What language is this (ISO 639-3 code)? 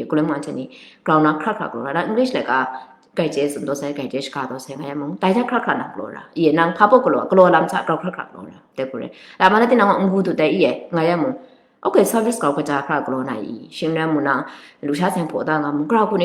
kac